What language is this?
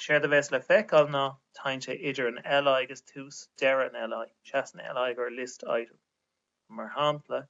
Irish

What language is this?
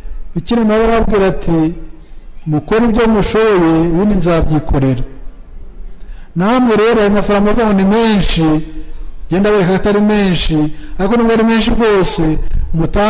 Kinyarwanda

